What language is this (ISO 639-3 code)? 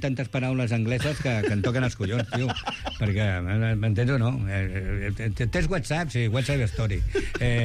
cat